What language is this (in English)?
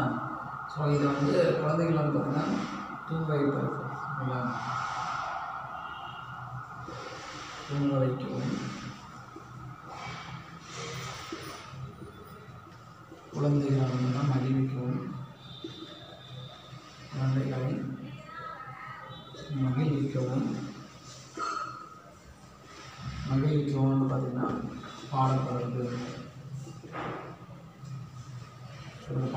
Tamil